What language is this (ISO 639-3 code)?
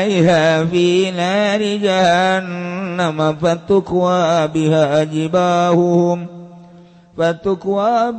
sun